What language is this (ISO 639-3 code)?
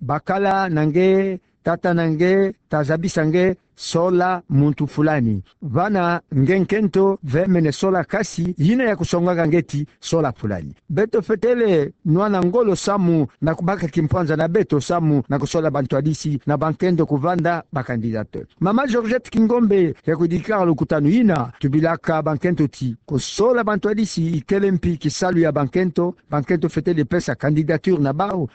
ktu